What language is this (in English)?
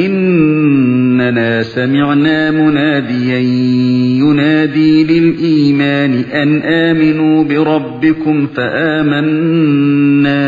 Uyghur